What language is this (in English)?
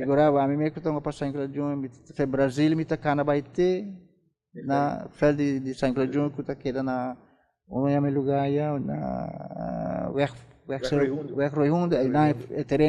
Papiamento